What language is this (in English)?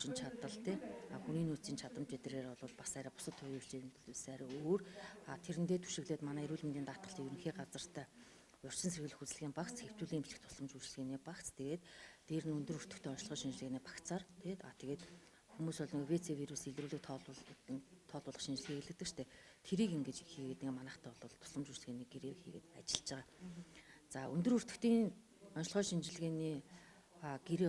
Mongolian